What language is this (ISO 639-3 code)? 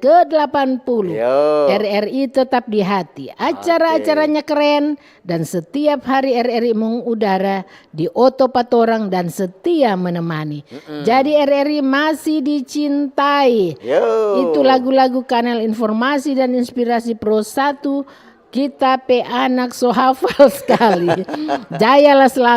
xmm